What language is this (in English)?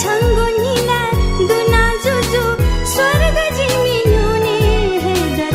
Newari